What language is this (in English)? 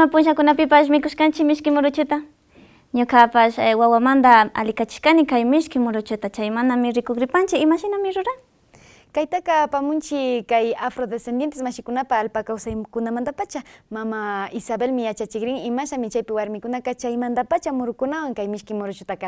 Quechua